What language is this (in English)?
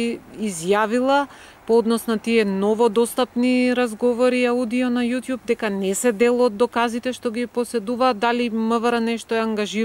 Macedonian